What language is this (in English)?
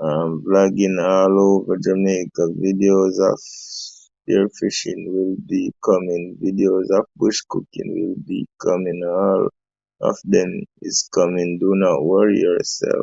Jamaican Creole English